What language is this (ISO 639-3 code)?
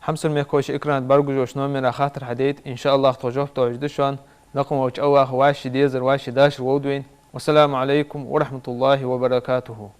inh